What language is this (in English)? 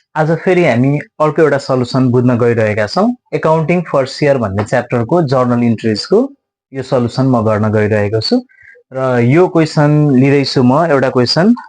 Nepali